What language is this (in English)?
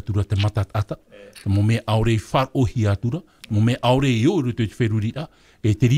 Tahitian